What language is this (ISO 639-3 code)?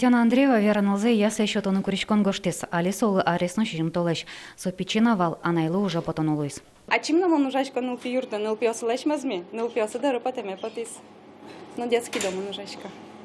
udm